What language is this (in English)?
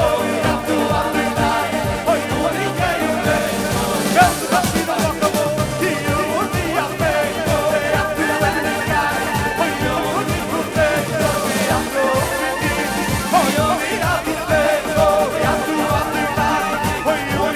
Yiddish